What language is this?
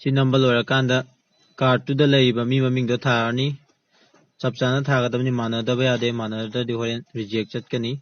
Manipuri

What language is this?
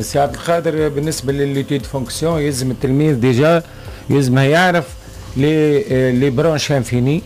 Tunisian Arabic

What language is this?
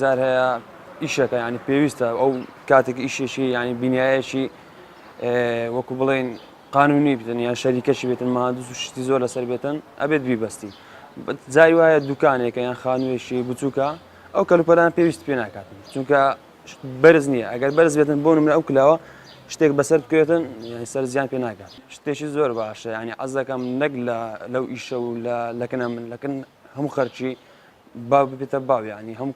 Central Kurdish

